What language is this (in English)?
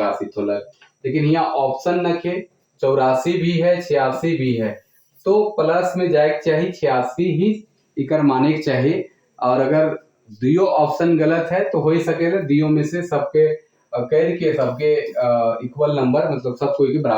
Sadri